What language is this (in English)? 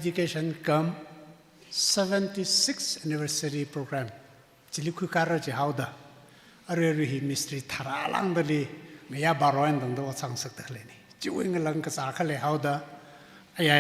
Tangkhul Naga (India)